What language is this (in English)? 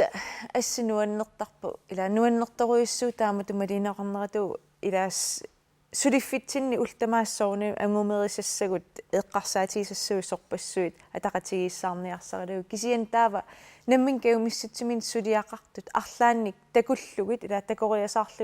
Kalaallisut